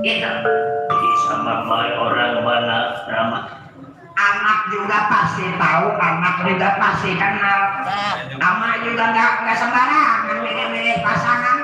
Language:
Betawi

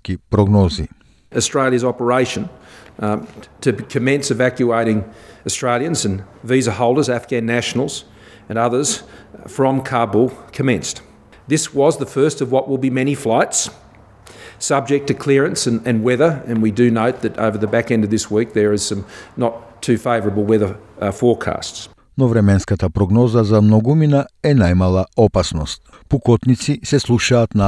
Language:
Macedonian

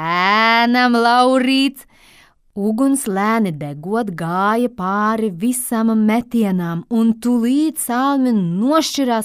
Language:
Latvian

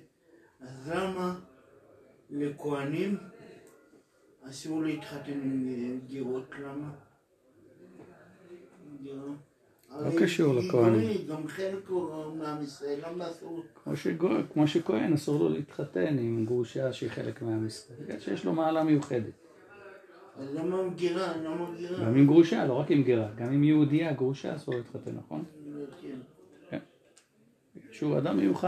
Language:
Hebrew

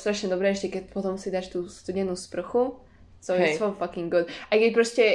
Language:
Slovak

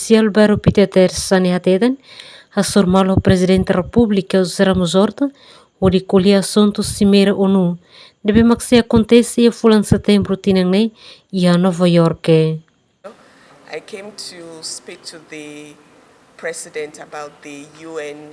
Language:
Tetum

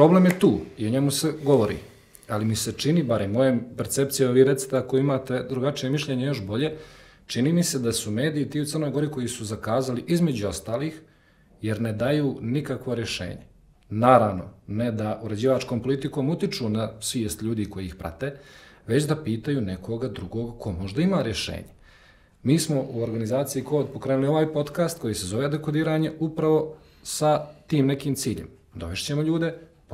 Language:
Serbian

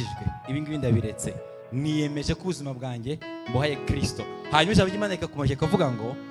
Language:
Kinyarwanda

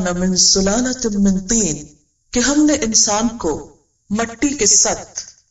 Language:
Urdu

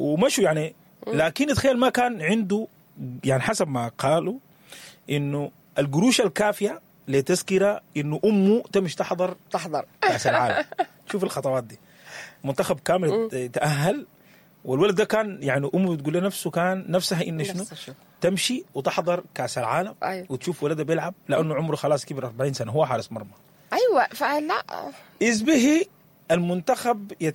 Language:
Sudanese Arabic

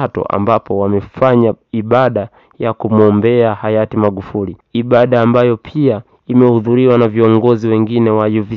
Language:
Swahili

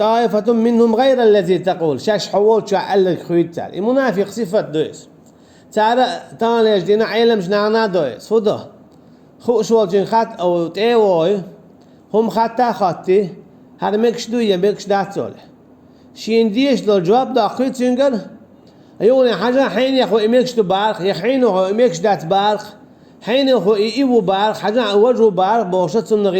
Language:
Chechen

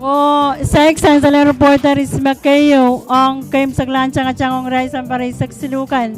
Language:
Pohnpeian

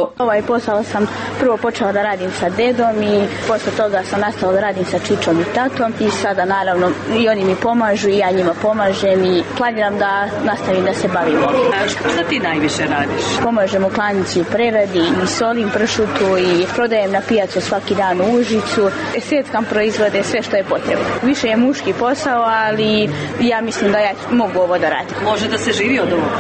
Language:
Serbian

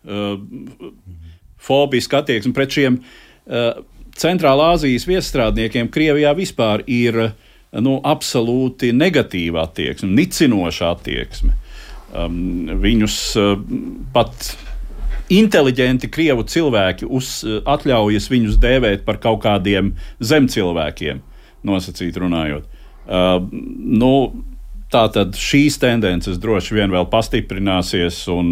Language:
Latvian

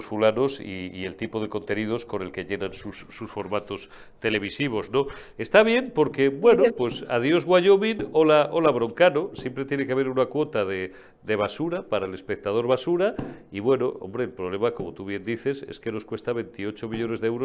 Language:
Spanish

